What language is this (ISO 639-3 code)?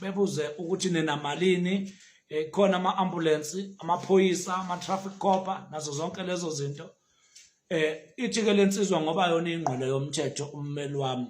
zul